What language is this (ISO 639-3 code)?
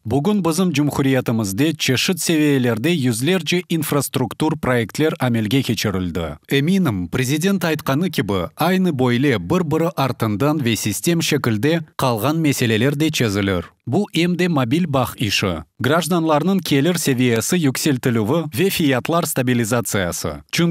crh